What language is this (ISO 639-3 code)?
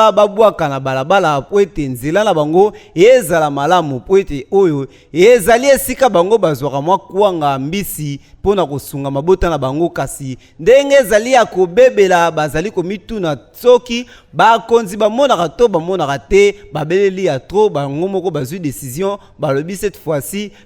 lin